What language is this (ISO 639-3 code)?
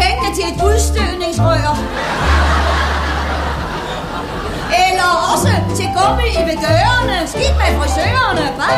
dan